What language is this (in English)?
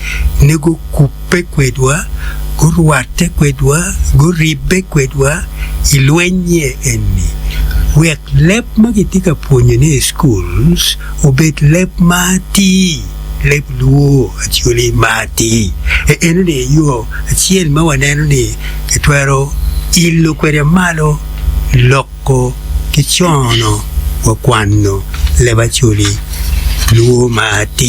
Acoli